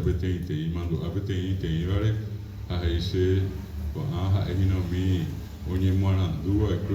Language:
Guarani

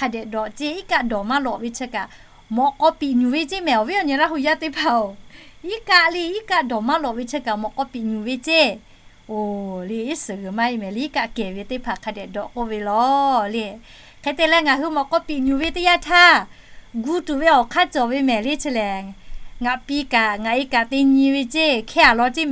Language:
Lahu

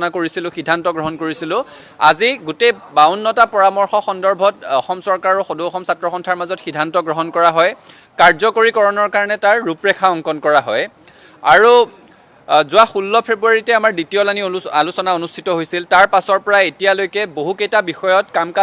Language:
Assamese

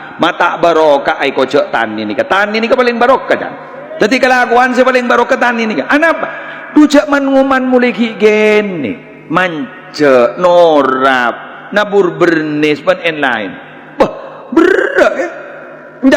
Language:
Madurese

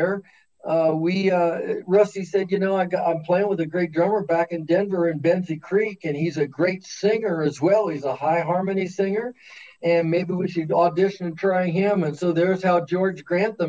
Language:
English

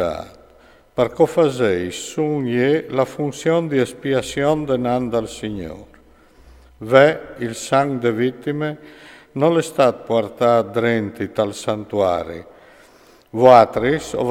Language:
Friulian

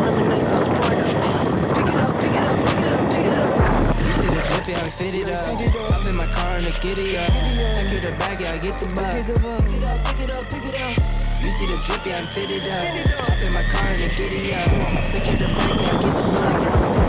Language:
English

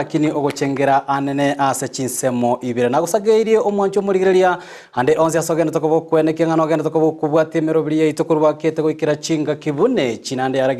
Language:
Gusii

